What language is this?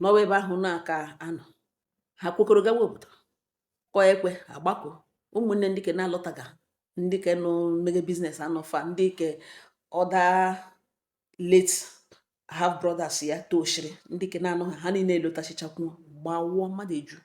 Igbo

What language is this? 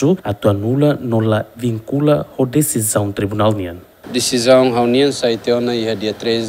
Tetum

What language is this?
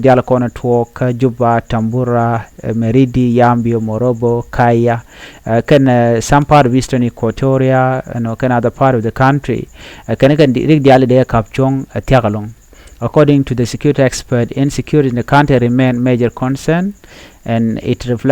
Nuer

